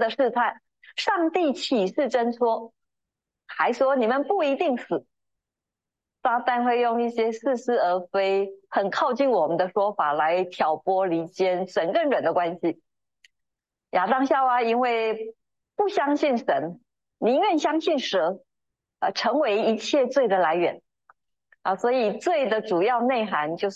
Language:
Chinese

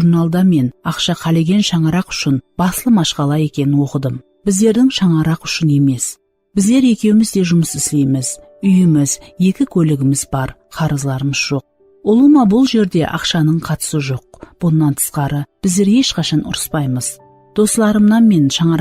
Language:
Kara-Kalpak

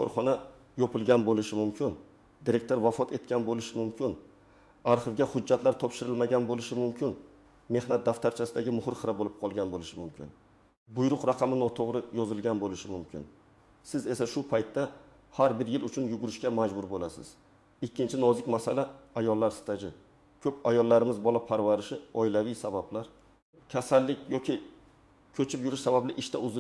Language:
Uzbek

